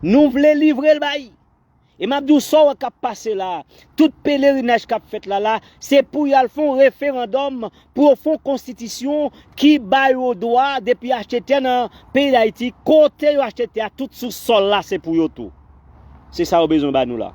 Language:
Haitian Creole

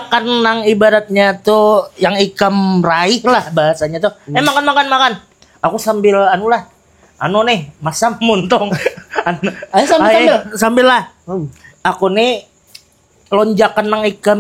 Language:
Banjar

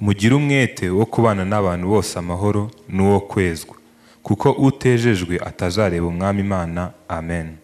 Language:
Kinyarwanda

